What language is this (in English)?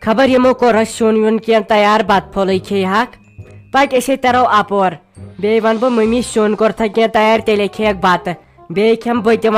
Kashmiri